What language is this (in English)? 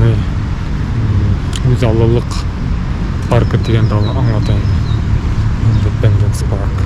Bashkir